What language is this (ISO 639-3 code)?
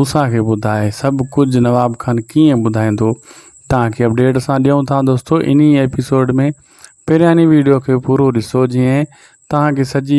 snd